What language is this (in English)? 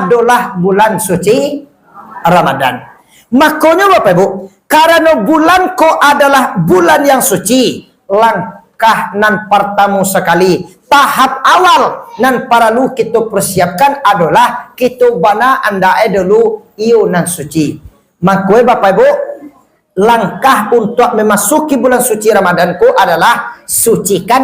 Minangkabau